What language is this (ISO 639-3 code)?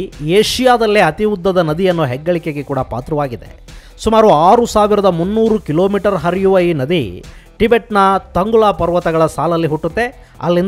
kan